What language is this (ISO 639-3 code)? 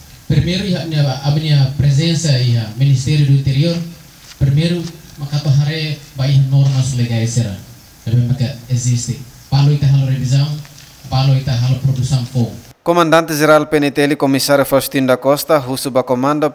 tet